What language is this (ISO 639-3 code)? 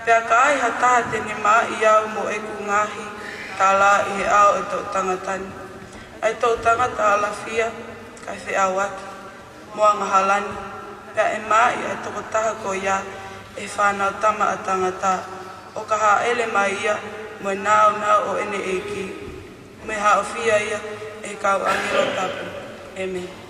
ton